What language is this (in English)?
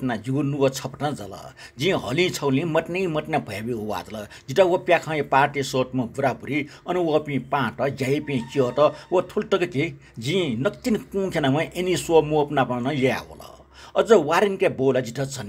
Newari